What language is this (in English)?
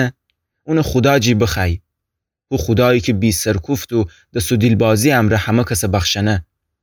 Gilaki